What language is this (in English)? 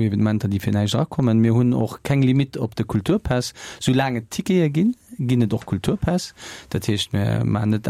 Luxembourgish